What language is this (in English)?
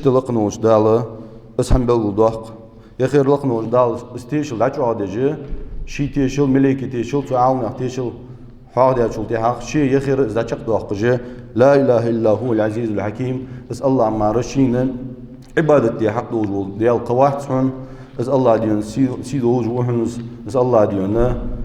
Ingush